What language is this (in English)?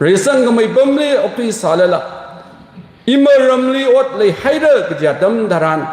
Tangkhul Naga (India)